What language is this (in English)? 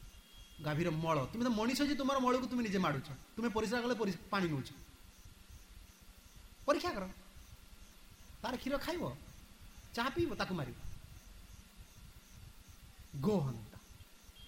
Odia